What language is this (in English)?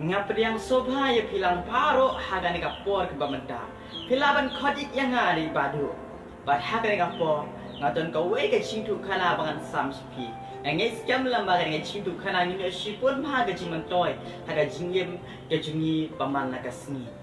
Khasi